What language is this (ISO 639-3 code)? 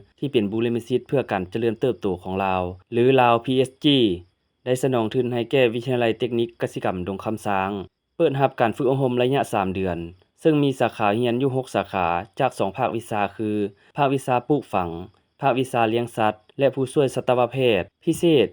lao